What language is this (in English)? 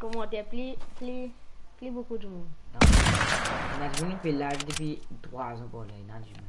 Morisyen